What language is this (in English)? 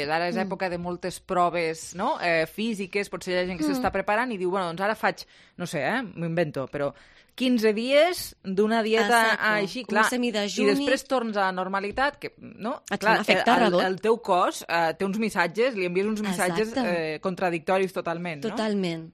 Catalan